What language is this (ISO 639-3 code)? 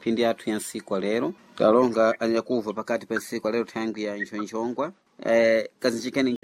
seh